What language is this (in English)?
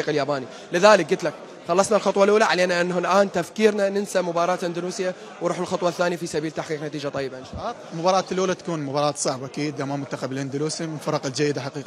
Mesopotamian Arabic